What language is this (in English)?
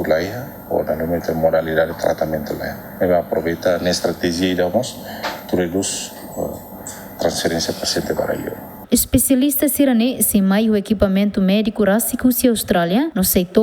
Tetum